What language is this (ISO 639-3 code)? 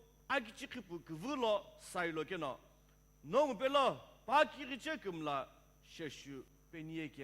nsm